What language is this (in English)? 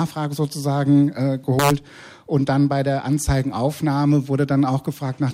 German